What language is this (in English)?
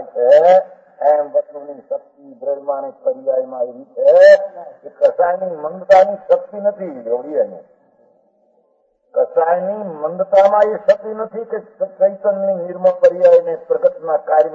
Gujarati